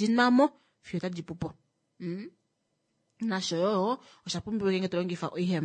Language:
Kuanyama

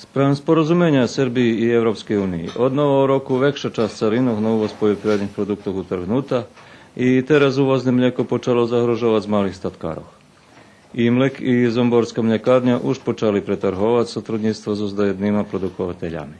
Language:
Rusyn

